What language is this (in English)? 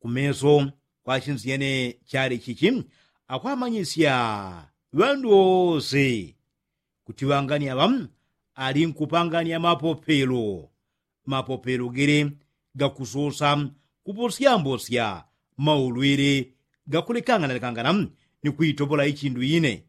Yao